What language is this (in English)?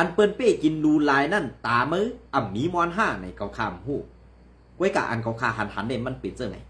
Shan